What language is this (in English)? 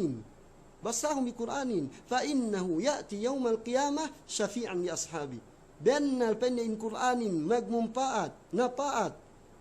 Yakan